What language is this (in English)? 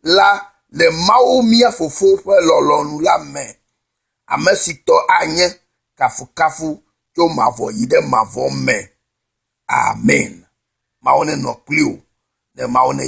Ewe